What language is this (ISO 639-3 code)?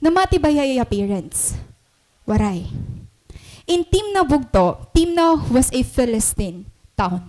war